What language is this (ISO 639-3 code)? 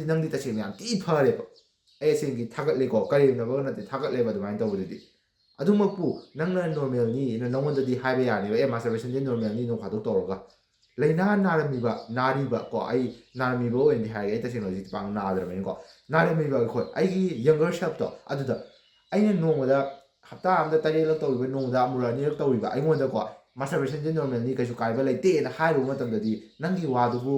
mni